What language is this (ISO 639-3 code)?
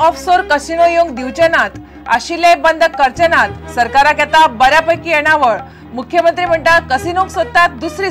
kok